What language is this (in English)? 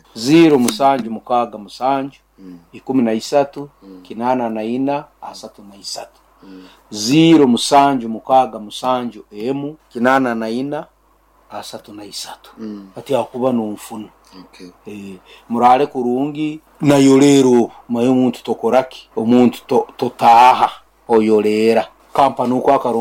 Nyoro